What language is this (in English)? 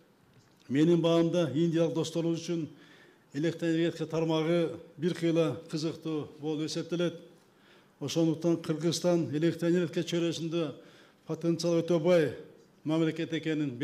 Kyrgyz